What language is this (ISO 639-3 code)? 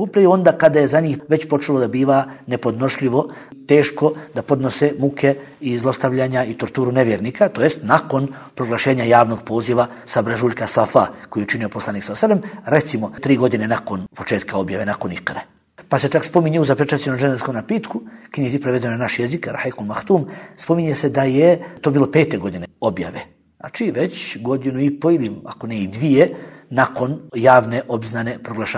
bos